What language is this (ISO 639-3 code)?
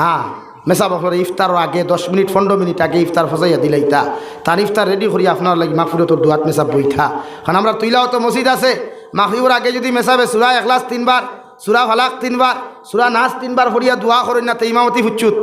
syl